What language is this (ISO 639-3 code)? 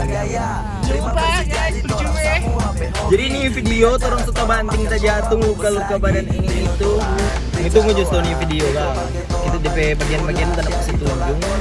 xmm